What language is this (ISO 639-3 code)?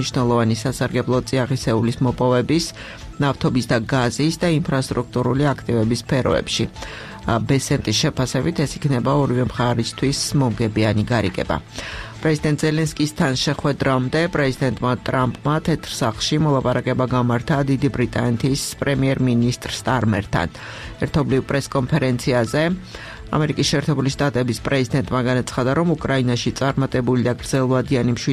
kat